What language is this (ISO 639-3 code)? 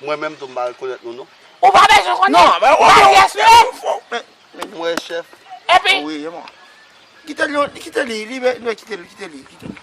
hat